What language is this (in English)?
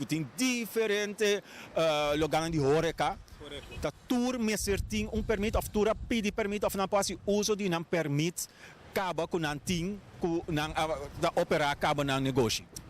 Papiamento